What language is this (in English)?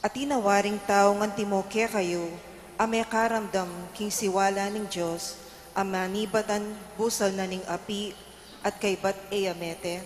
Pampanga